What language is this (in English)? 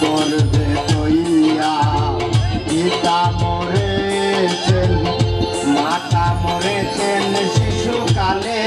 Sylheti